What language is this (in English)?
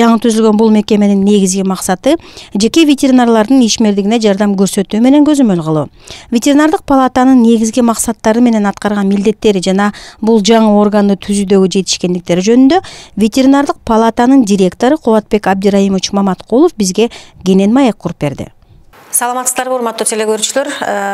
Kyrgyz